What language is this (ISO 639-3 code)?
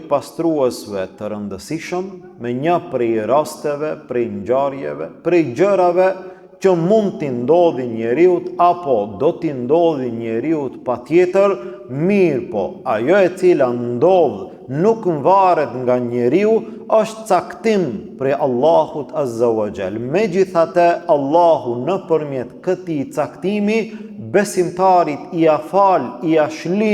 sqi